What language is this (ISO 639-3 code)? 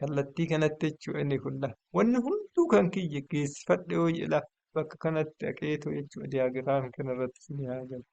orm